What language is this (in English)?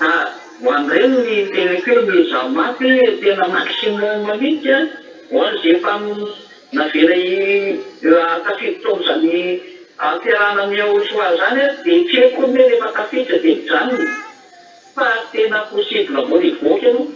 Malagasy